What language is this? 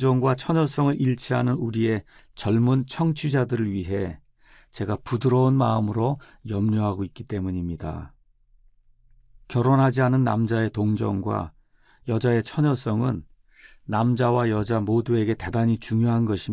Korean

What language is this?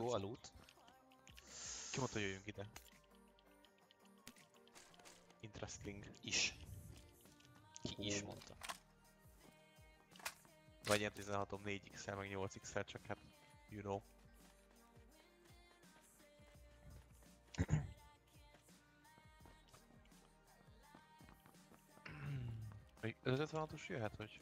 Hungarian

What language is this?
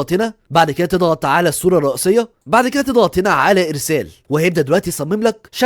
Egyptian Arabic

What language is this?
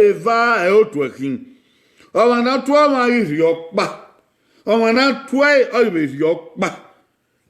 Bini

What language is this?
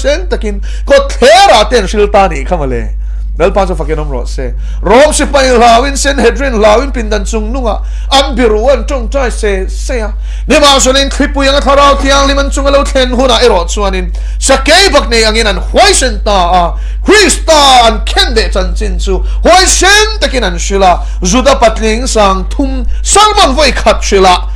Mizo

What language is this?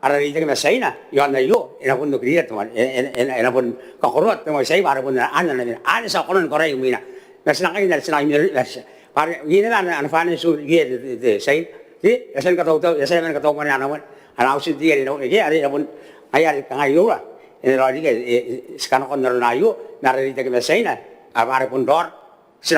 Gilbertese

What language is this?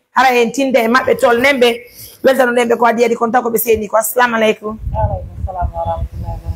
Pular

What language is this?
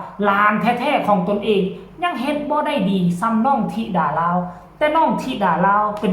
Northeastern Thai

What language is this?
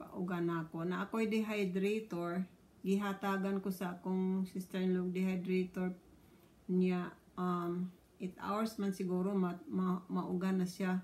Cebuano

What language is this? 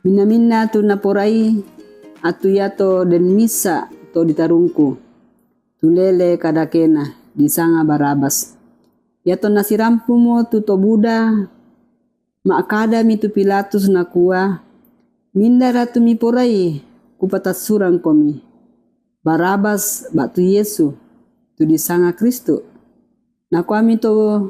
Toraja-Sa'dan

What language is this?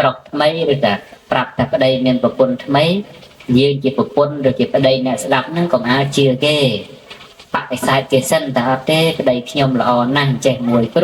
Khmer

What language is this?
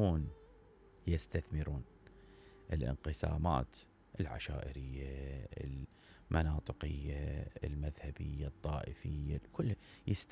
Mesopotamian Arabic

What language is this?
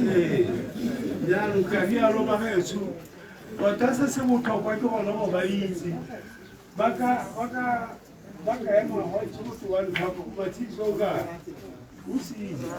Tswana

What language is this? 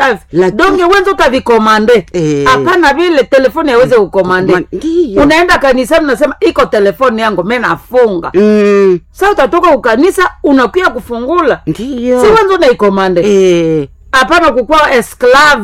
Swahili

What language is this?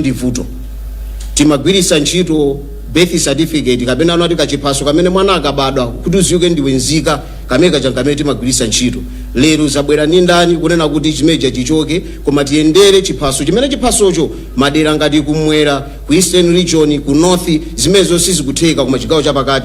Nyanja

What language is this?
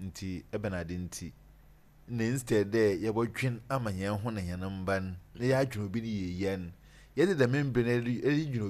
Akan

